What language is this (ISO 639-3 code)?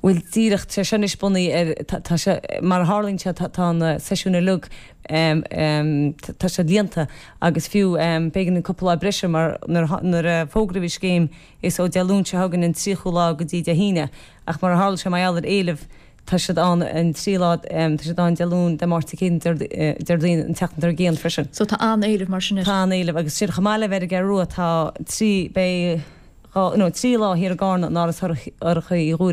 gle